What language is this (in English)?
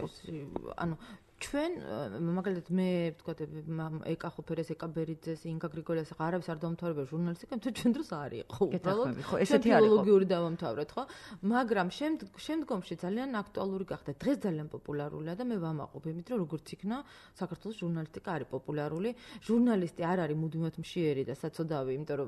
Georgian